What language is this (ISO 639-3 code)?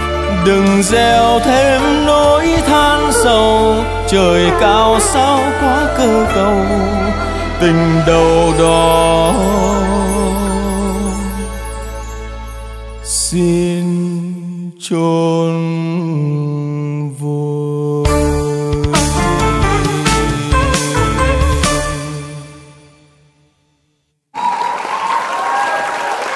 vie